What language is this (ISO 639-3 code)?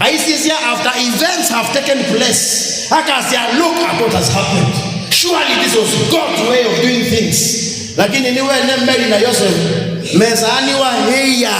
kam